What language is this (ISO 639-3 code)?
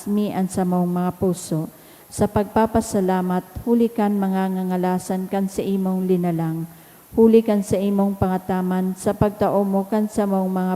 bik